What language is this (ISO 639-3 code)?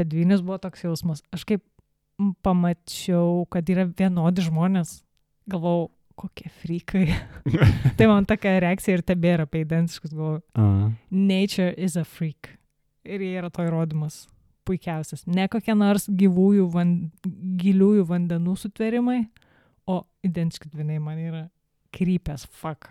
lit